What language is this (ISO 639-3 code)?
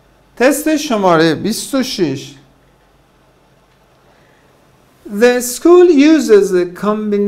fas